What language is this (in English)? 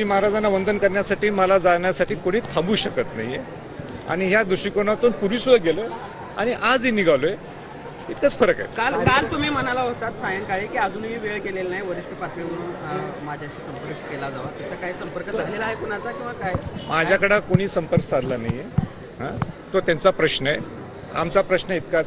Marathi